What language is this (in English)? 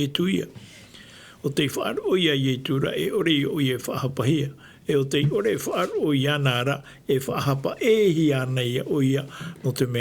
Tahitian